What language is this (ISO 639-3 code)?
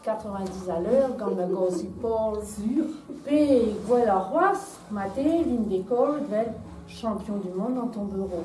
bre